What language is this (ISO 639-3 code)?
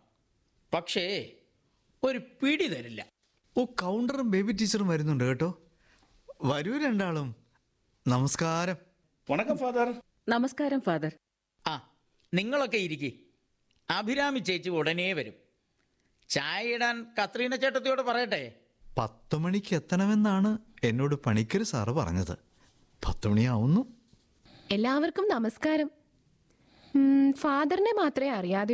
mal